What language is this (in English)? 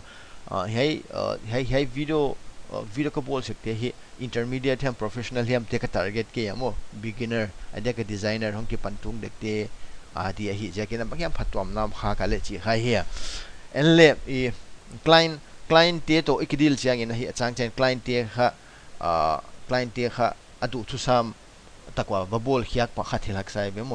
Paite Chin